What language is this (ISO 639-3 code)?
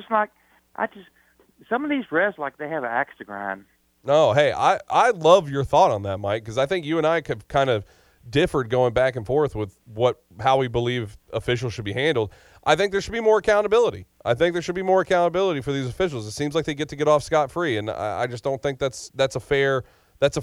eng